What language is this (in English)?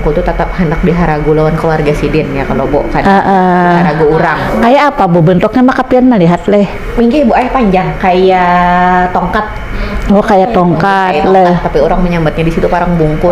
Banjar